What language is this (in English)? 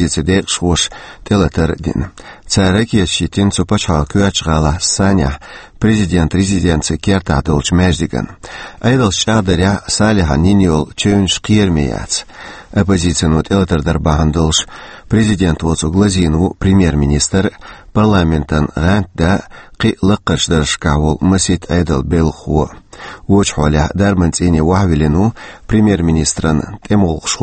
Chechen